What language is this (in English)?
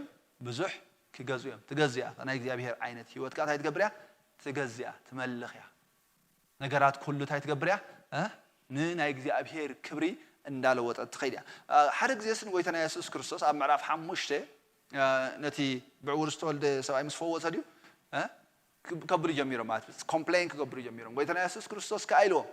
Tigrinya